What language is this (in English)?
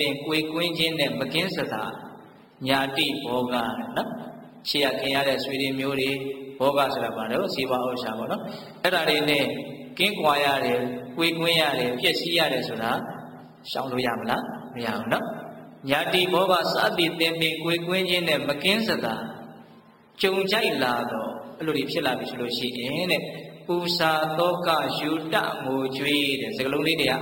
Burmese